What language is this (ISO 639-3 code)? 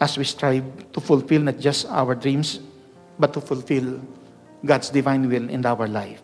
pam